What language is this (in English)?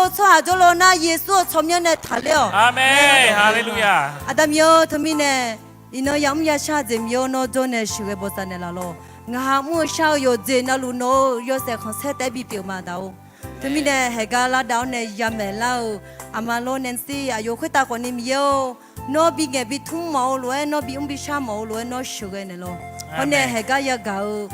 Akha